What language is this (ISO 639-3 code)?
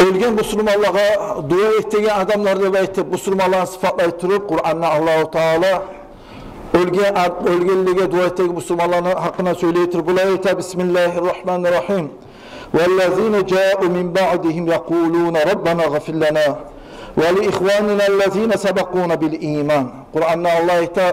kum